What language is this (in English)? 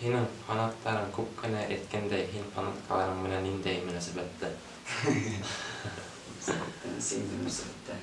Bashkir